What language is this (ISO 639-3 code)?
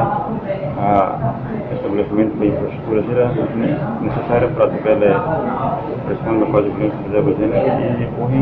tet